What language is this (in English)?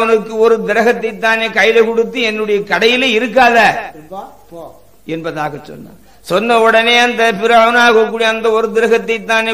Tamil